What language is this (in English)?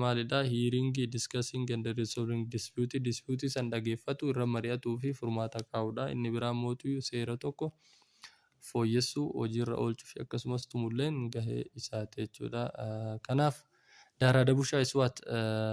Oromo